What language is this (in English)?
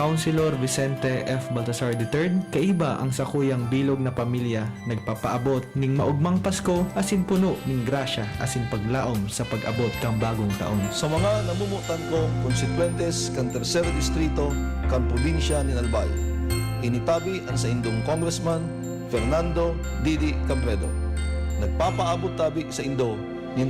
Bikol